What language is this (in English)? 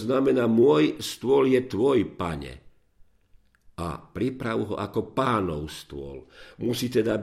Slovak